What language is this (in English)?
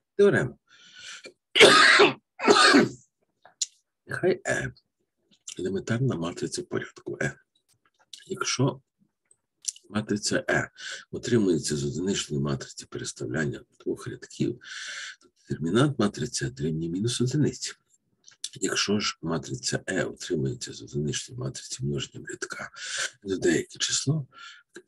Ukrainian